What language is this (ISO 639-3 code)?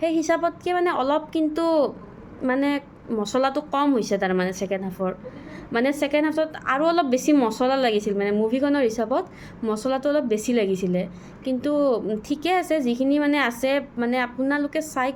asm